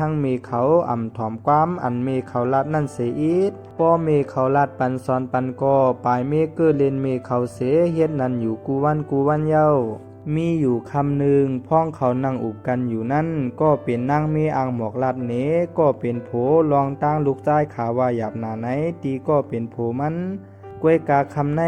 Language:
Shan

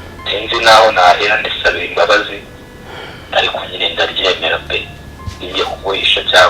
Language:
Kinyarwanda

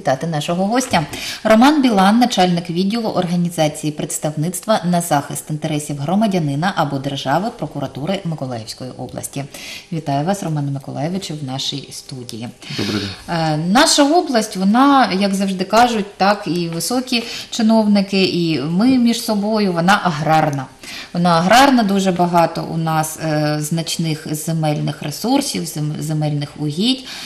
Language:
Ukrainian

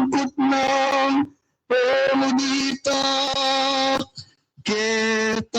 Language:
Pampanga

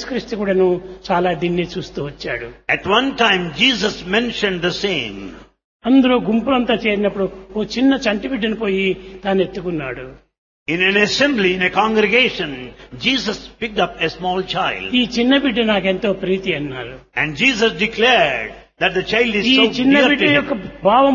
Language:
Telugu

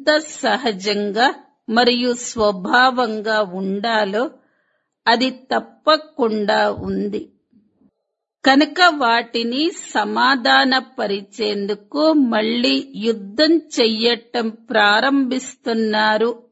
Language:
Telugu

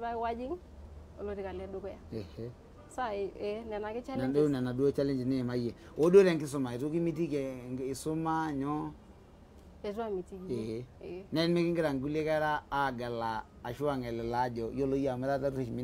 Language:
Masai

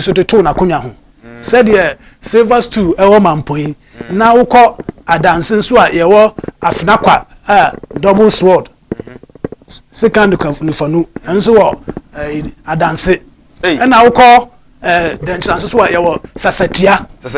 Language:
Akan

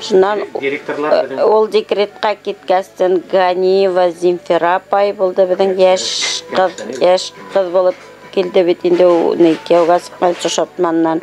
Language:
Bashkir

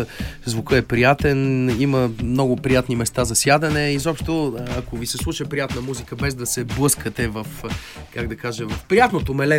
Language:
Bulgarian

